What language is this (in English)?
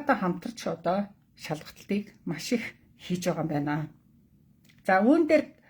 Mongolian